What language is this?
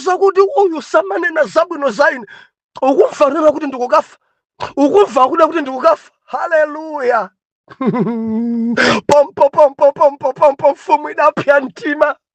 Nyanja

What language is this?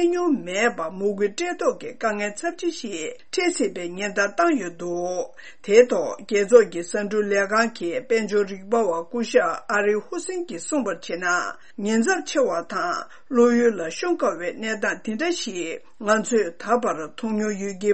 Tibetan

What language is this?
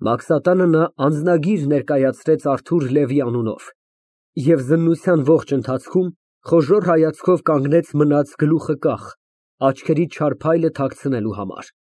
Armenian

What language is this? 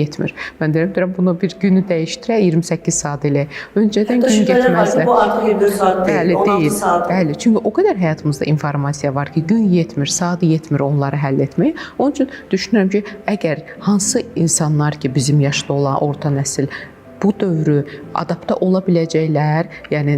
Azerbaijani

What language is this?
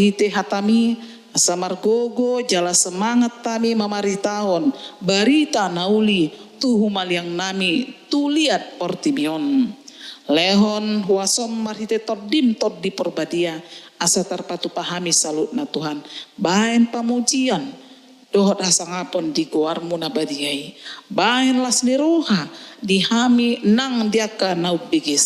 Batak Toba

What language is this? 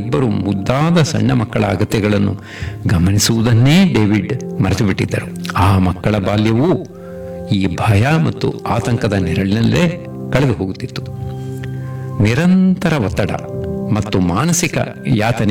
Kannada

